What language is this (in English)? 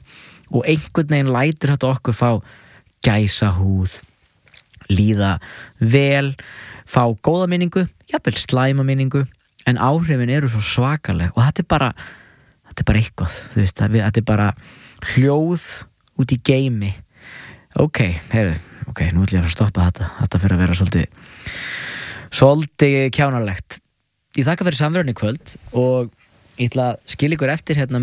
Icelandic